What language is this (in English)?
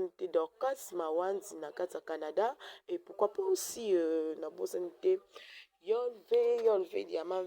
Lingala